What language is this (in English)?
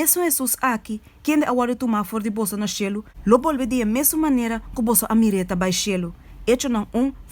Papiamento